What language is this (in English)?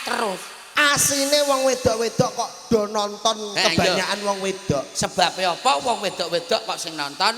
Javanese